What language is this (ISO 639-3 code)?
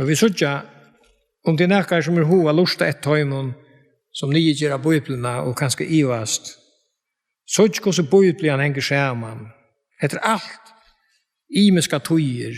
fao